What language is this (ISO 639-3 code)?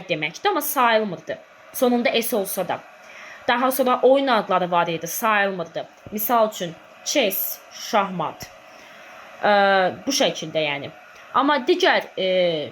aze